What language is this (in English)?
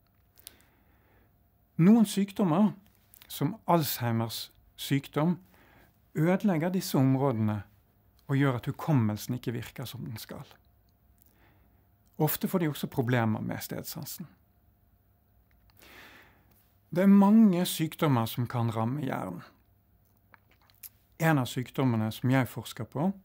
Norwegian